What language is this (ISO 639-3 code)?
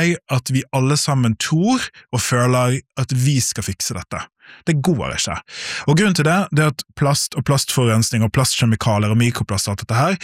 nor